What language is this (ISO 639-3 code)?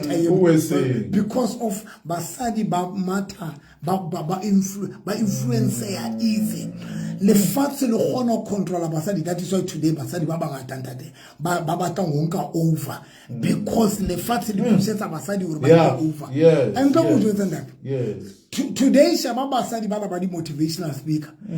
sot